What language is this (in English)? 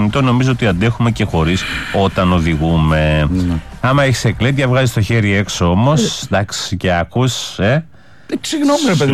Greek